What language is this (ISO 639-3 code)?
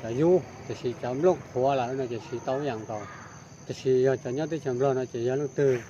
hmn